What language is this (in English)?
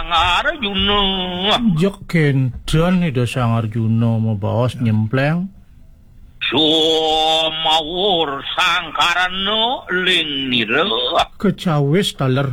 Balinese